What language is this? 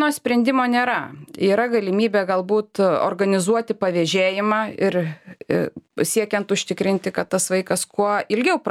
Lithuanian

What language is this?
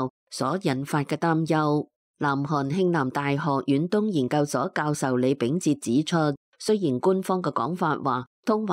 Cantonese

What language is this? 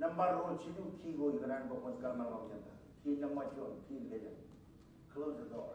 Marshallese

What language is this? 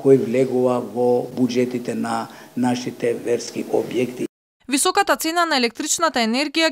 Macedonian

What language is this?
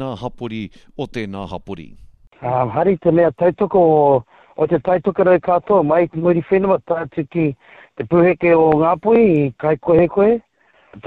Māori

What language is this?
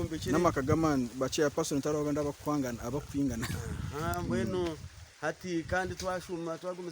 Nyankole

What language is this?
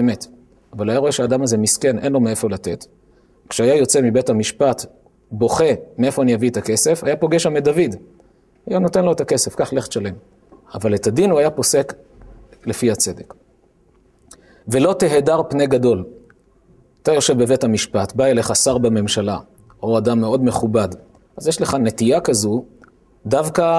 Hebrew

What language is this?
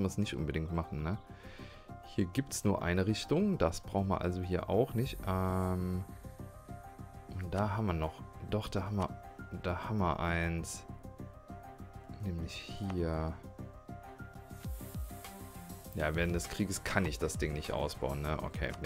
German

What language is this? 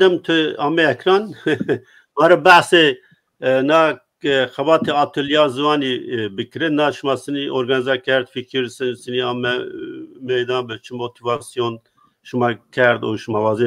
Zaza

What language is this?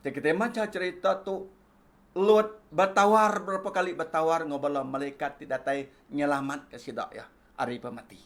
Iban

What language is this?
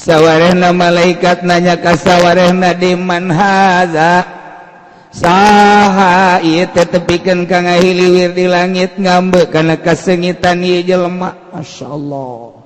Sundanese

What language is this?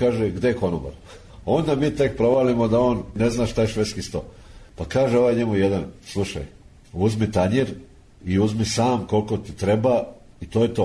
Serbian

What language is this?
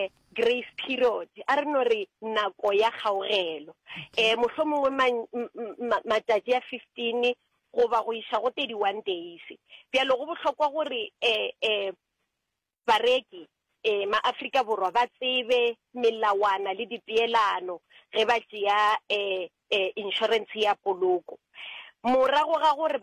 Northern Sotho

